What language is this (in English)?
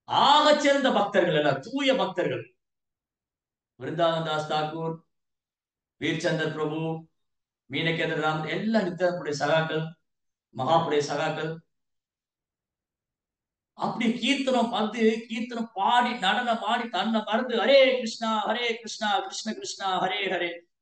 Tamil